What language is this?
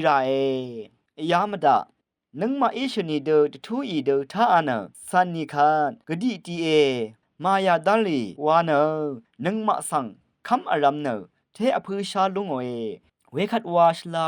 Rawang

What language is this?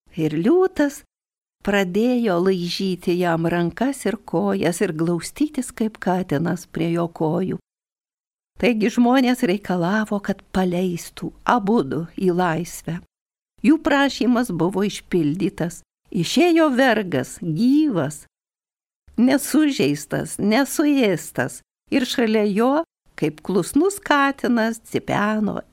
Lithuanian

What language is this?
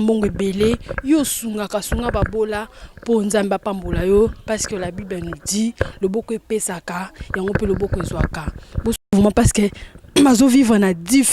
Lingala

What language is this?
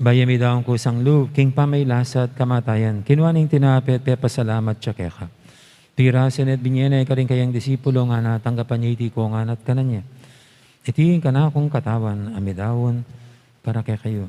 Pampanga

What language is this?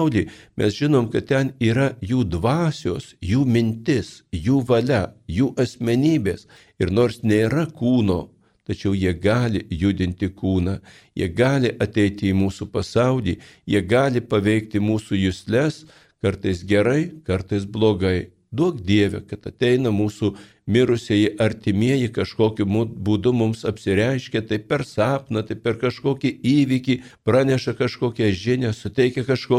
Lithuanian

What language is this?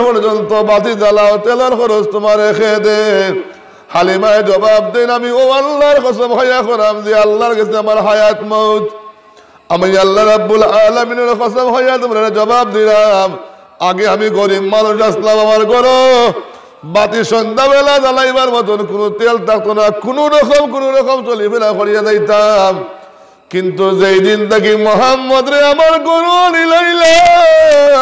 Sylheti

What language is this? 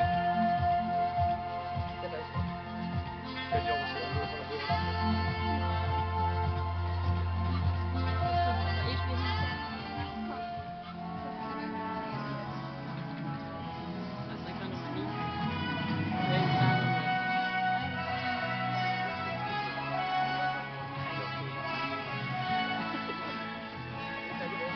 Danish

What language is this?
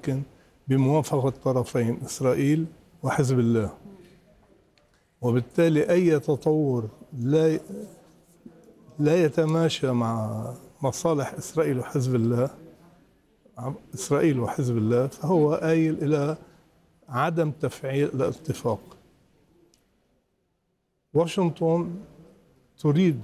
Arabic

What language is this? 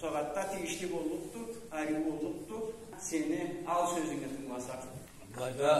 Karachay-Balkar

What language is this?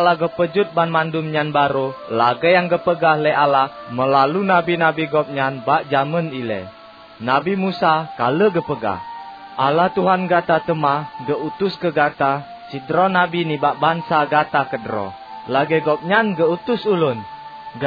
Achinese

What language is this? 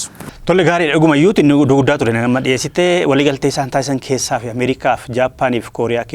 Oromo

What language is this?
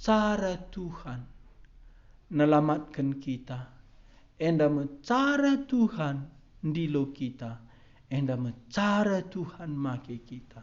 Batak Karo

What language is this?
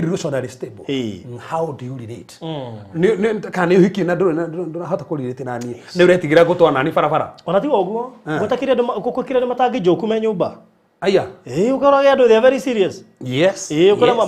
Kikuyu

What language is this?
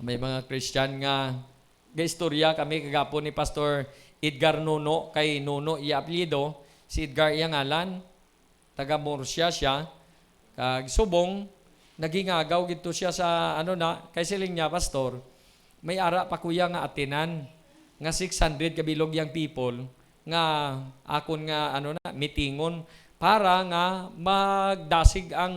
Hiligaynon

